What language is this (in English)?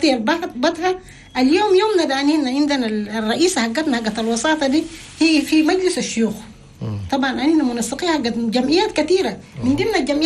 Chadian Arabic